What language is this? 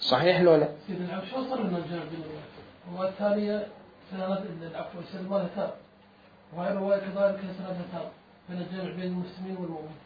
Mesopotamian Arabic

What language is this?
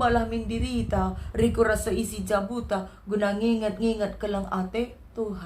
Batak Karo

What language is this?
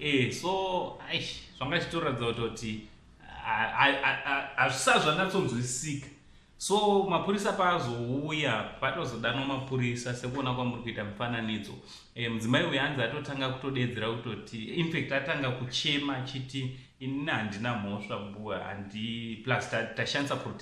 Shona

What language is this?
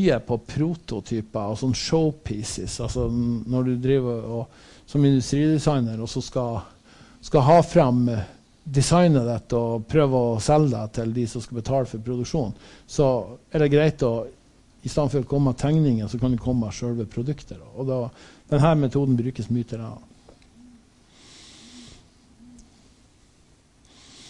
Norwegian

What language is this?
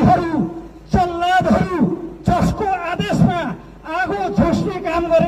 Nepali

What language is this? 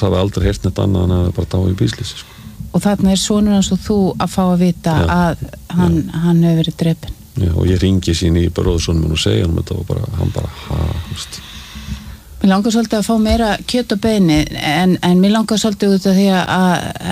Icelandic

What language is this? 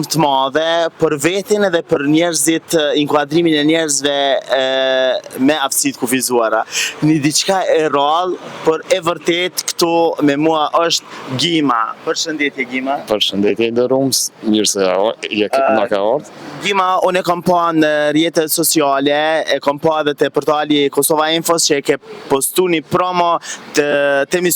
Albanian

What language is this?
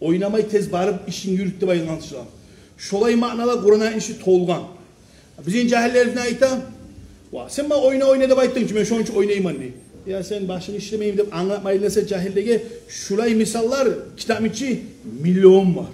Kumyk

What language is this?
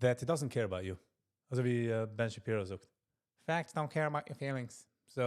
Yiddish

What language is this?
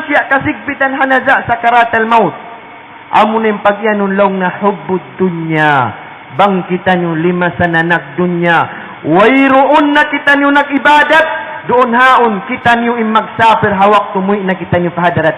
Tausug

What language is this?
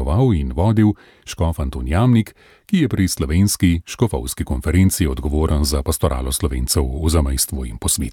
Slovenian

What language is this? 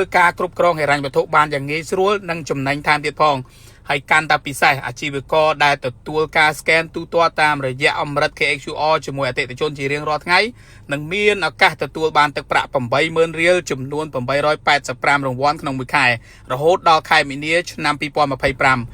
Khmer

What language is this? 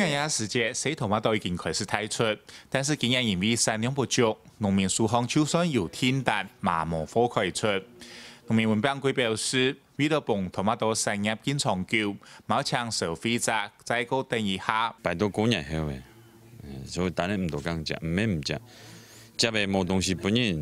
Hakka Chinese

